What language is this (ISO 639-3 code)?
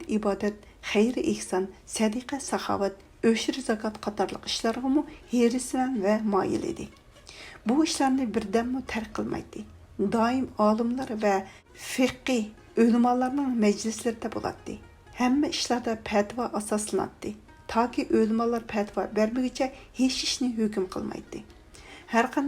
uig